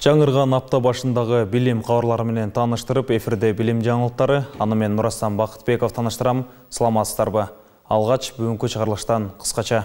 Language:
Kyrgyz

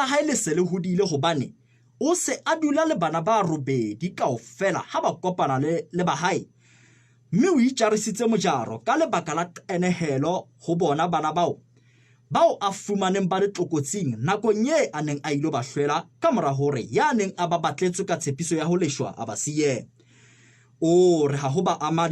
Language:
Southern Sotho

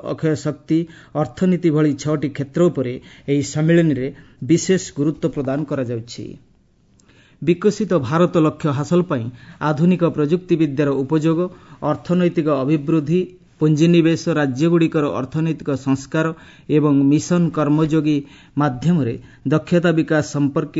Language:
Odia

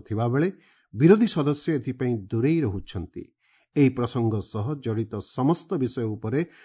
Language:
Odia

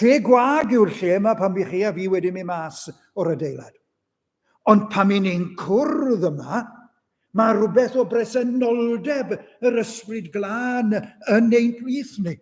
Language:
Welsh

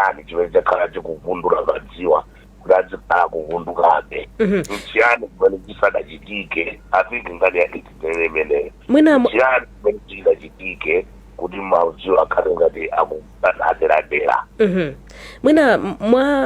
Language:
Nyanja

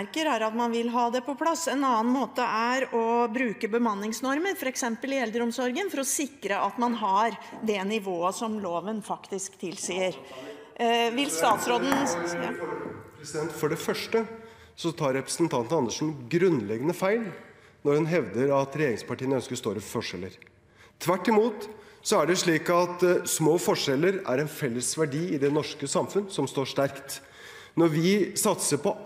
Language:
Norwegian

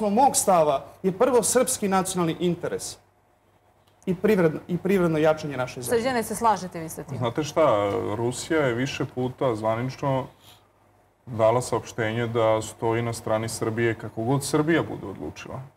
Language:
Serbian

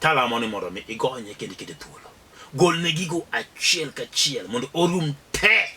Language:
Luo (Kenya and Tanzania)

